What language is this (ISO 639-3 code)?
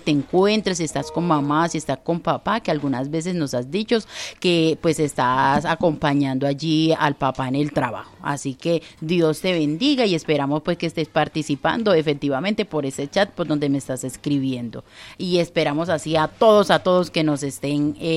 spa